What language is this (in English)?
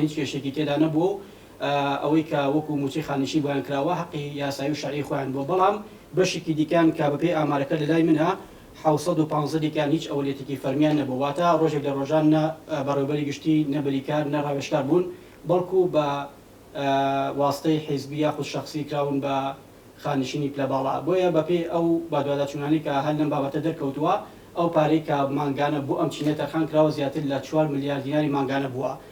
Central Kurdish